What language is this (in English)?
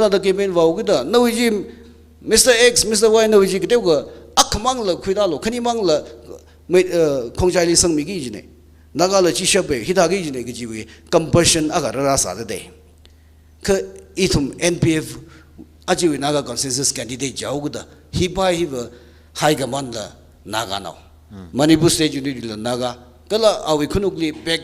Tangkhul Naga (India)